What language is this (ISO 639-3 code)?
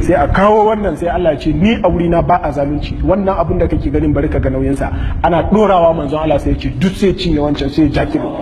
hau